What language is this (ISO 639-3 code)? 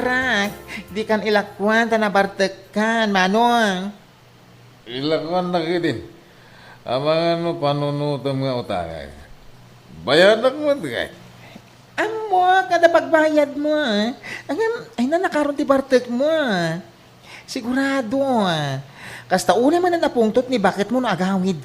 ilo